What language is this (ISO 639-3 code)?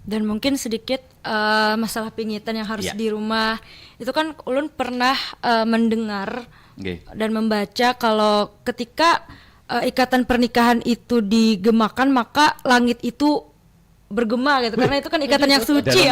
bjn